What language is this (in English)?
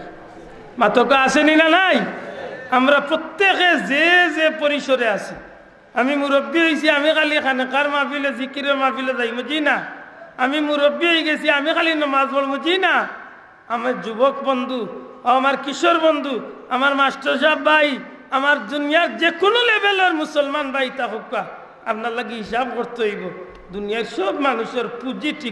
Sylheti